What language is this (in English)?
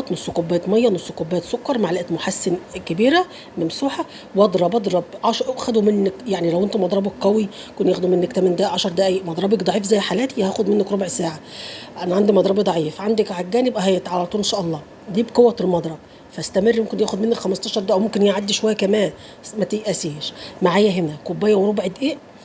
Egyptian Arabic